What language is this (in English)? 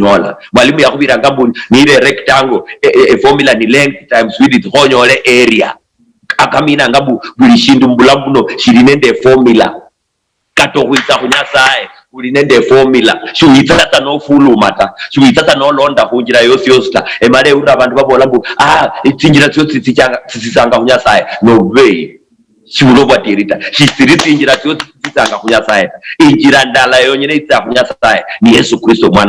Luyia